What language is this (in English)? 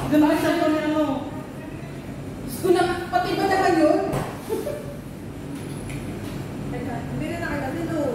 Filipino